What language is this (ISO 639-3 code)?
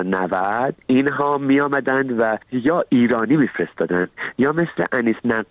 fas